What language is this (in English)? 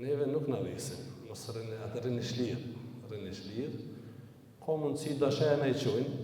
Albanian